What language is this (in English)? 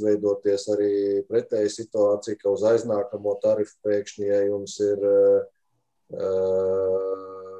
Latvian